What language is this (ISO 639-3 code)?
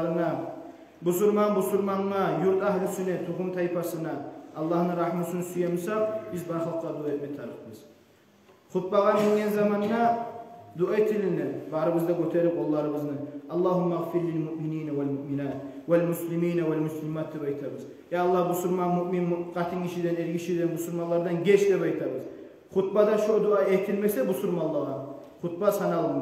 kum